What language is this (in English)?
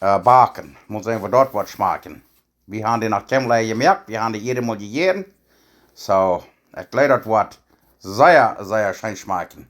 Plautdietsch